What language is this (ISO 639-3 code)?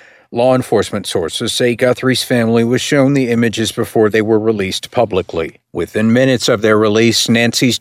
eng